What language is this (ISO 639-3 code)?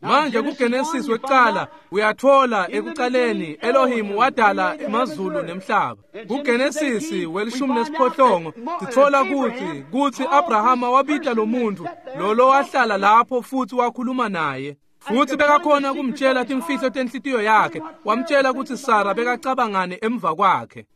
ssw